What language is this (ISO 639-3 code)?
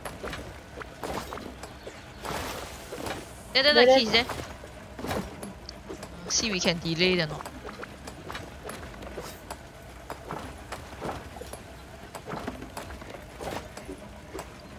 eng